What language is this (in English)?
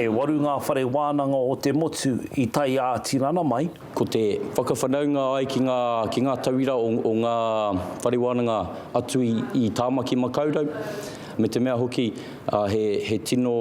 Māori